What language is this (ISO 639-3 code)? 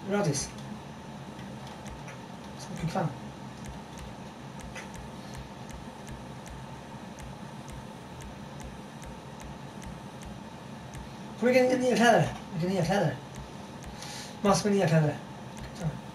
swe